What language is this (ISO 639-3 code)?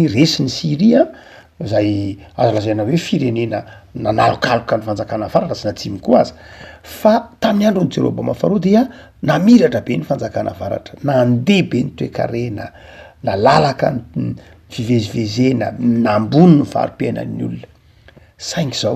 mlg